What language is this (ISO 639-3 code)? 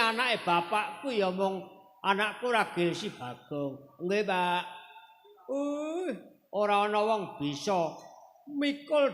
jav